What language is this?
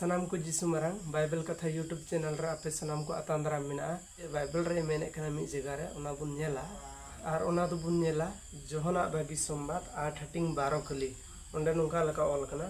Santali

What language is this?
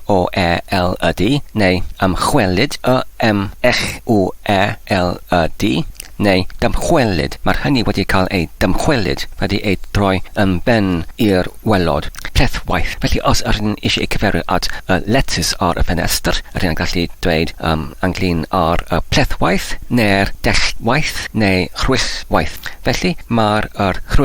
Welsh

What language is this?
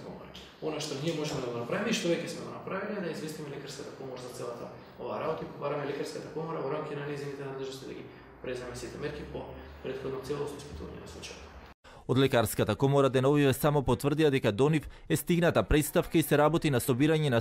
Macedonian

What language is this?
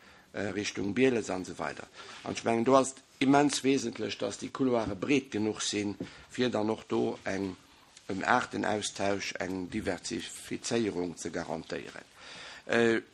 Luxembourgish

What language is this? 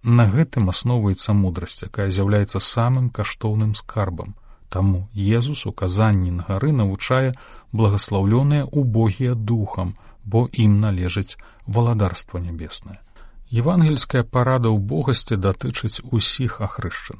Belarusian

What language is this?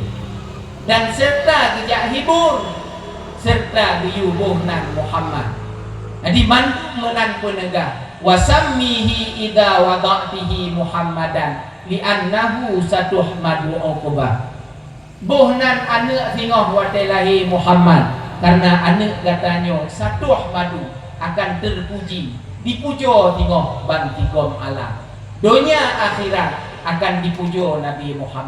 Achinese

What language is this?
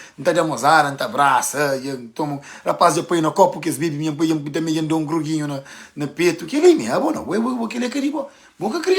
Kabuverdianu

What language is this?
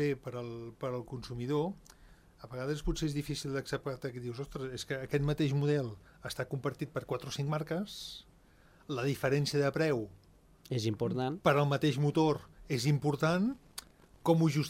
Catalan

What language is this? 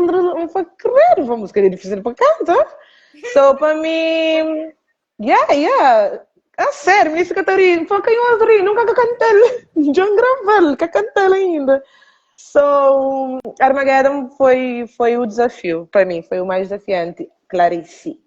Kabuverdianu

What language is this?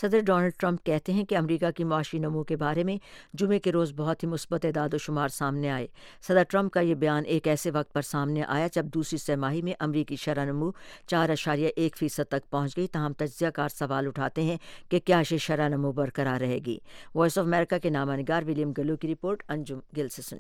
Urdu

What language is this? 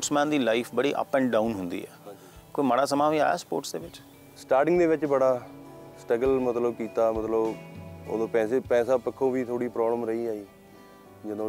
Punjabi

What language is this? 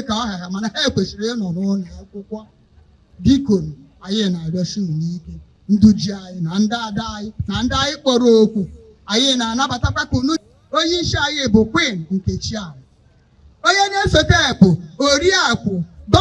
Igbo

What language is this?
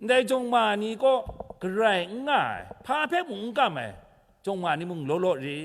Kachin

